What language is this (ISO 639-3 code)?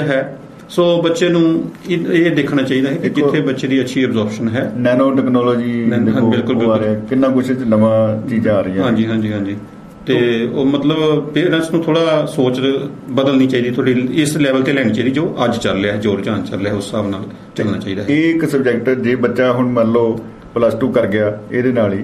pan